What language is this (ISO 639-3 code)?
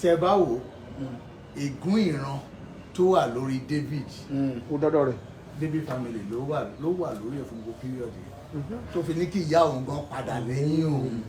yor